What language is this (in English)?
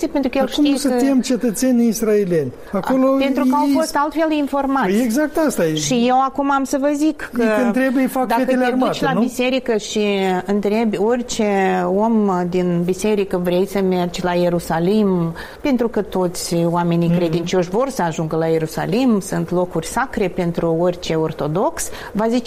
Romanian